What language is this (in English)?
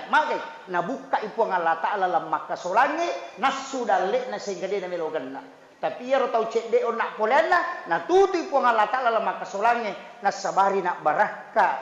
Buginese